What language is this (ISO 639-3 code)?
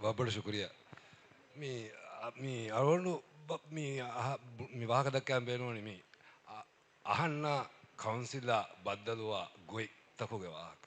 div